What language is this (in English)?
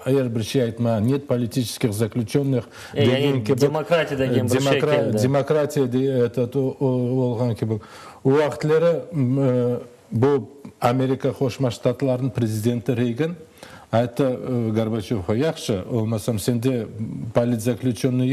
Crimean Tatar